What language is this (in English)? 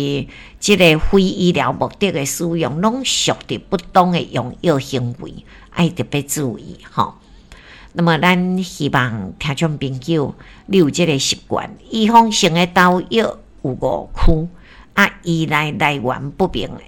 Min Nan Chinese